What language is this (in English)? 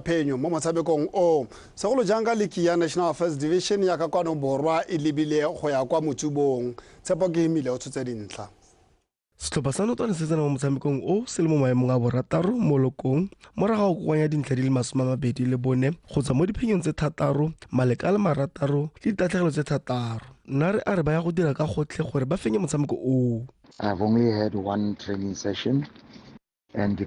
Tswana